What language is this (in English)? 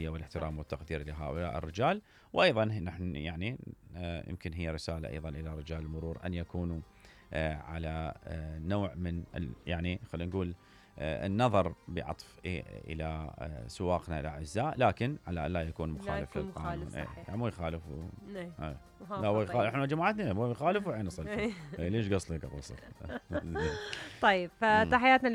Mesopotamian Arabic